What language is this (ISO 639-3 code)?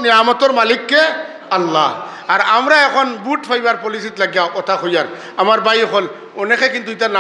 syl